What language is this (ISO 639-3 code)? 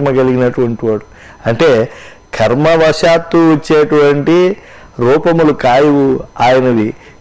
tel